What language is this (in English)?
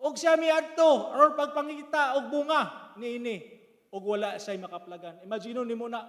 Cebuano